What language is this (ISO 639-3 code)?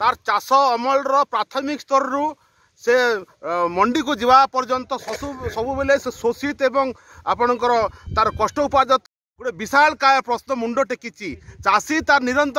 ori